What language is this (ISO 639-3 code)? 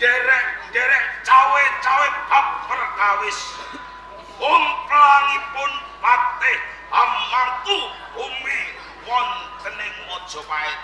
jav